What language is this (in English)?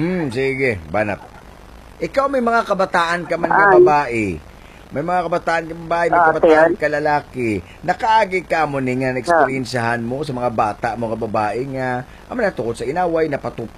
Hiligaynon